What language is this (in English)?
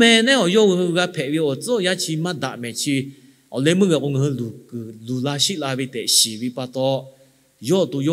Lahu